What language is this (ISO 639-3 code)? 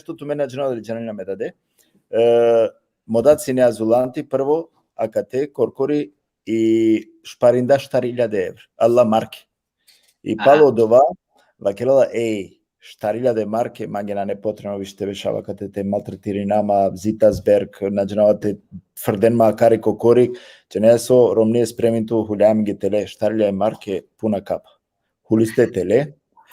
rmn